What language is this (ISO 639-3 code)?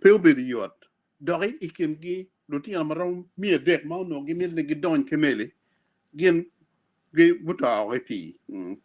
ach